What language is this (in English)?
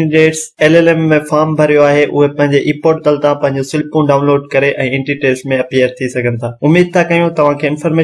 Sindhi